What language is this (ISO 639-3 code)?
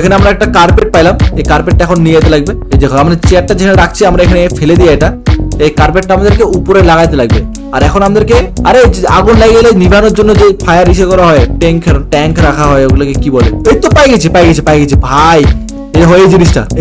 ben